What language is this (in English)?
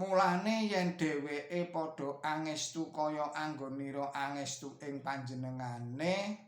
Javanese